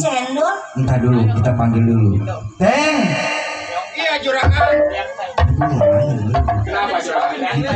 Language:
Betawi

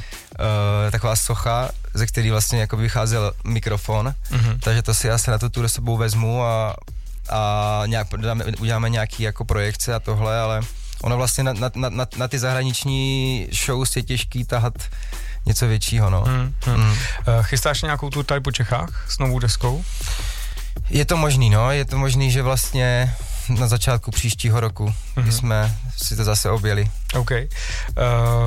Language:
Czech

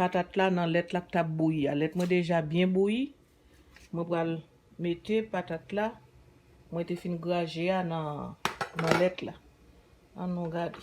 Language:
Haitian Creole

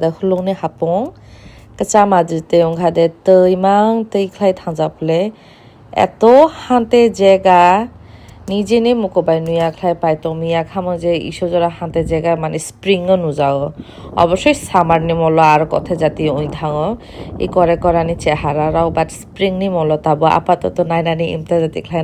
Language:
Kok Borok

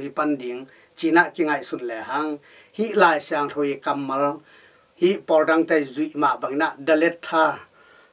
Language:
Tedim Chin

